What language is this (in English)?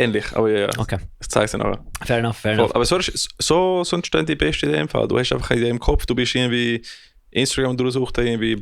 Swiss German